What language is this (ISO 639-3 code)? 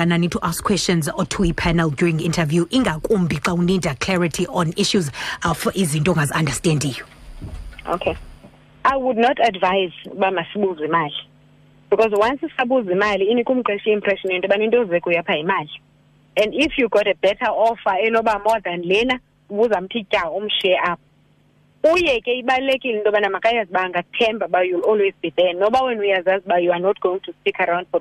xho